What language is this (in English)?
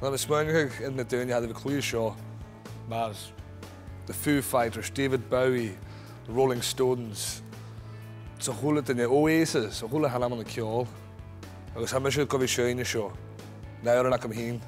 Scottish Gaelic